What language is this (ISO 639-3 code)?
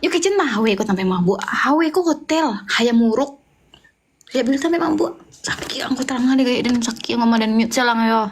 min